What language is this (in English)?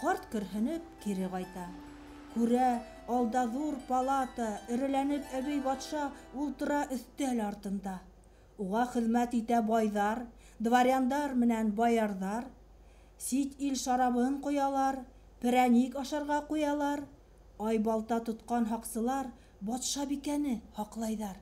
Bashkir